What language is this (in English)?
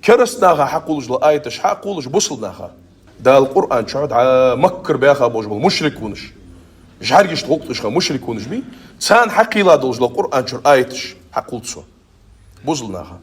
Ingush